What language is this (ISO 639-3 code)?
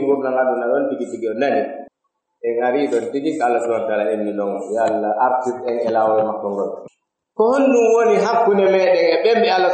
fuf